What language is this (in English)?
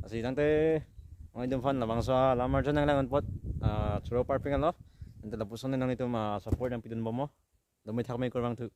Karbi